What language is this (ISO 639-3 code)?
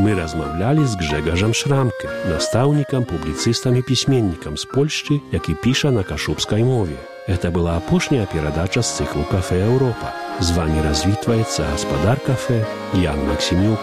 bel